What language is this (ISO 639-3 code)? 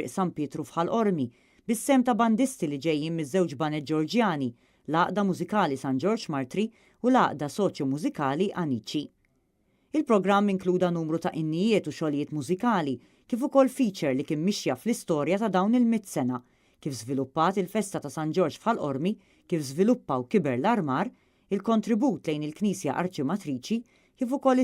mlt